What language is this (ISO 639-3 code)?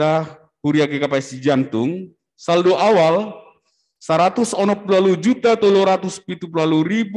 bts